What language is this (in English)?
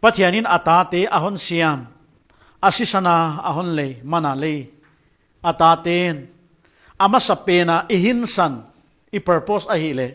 Paite Chin